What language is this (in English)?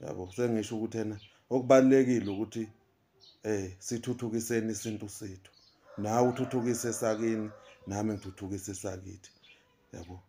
Zulu